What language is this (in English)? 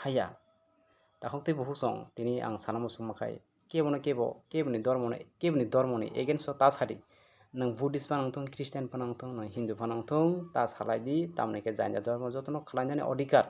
Kok Borok